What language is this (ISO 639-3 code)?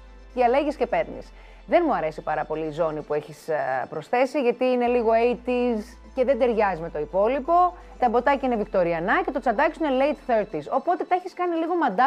ell